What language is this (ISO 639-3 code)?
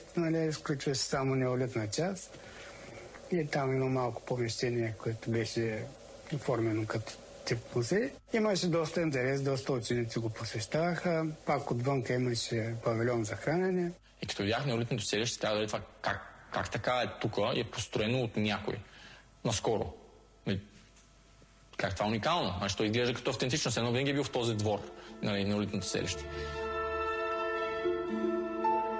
bul